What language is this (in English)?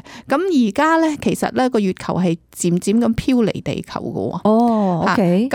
Cantonese